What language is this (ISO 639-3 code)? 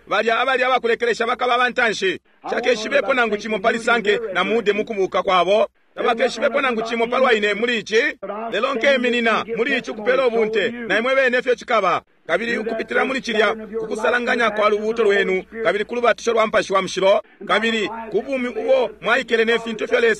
bem